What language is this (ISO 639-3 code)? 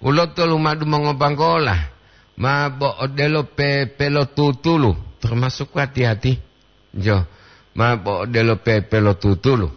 gor